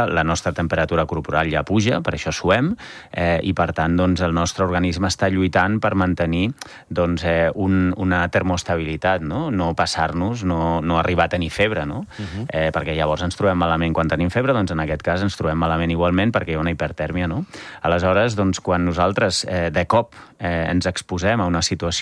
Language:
Catalan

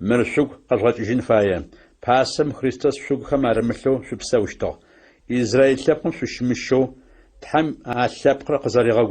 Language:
Adyghe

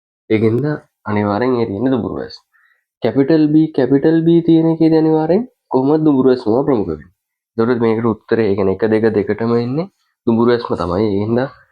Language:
Sinhala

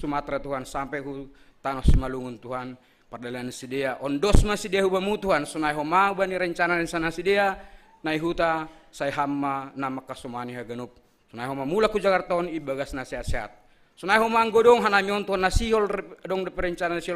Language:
Batak Simalungun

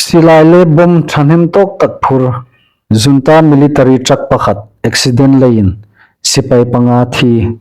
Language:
Hmar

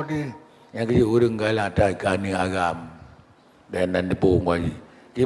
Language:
Achinese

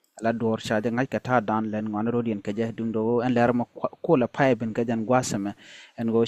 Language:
Nuer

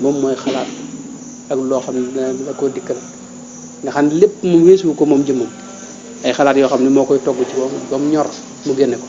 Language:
Wolof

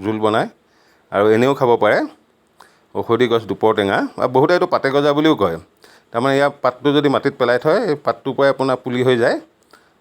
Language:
Assamese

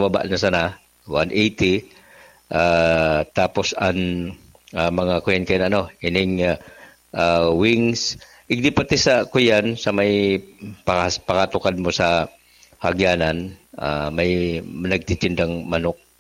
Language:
Bikol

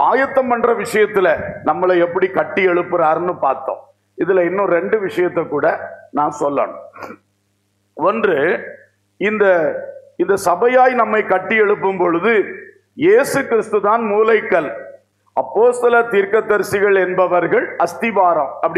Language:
Tamil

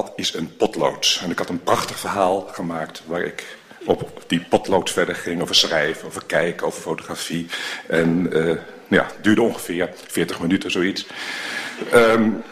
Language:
Dutch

